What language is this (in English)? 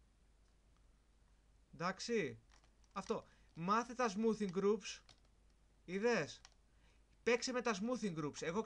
Greek